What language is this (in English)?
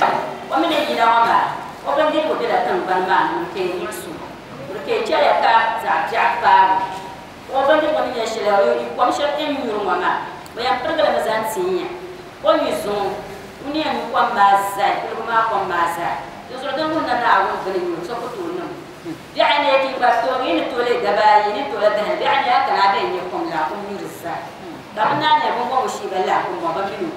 Dagbani